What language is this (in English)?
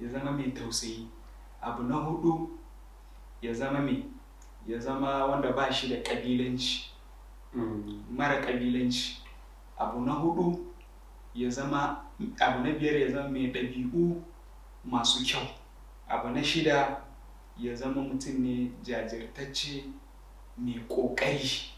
Hausa